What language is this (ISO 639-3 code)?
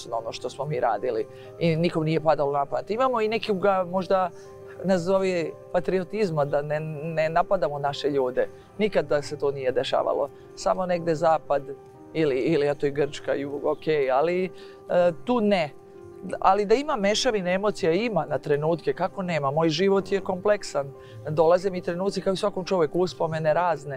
srp